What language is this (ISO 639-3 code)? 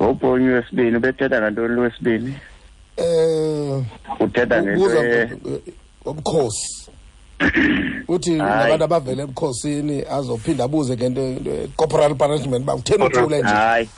xho